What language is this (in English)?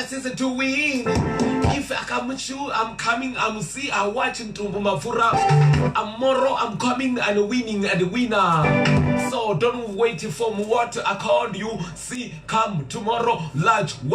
Venda